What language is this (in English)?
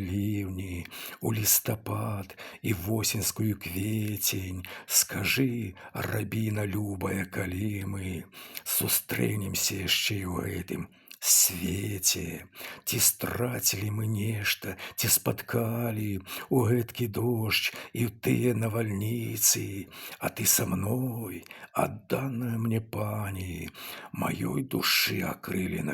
Belarusian